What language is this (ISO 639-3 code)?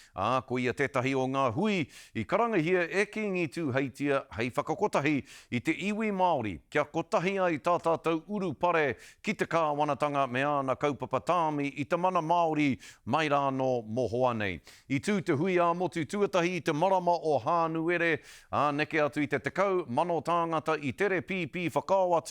mri